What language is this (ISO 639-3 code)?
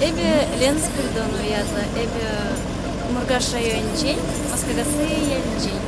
chv